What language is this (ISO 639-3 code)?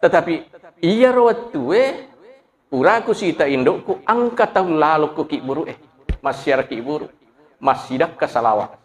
bug